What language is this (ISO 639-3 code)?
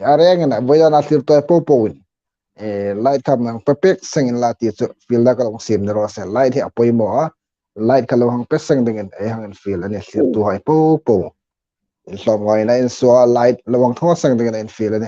hmr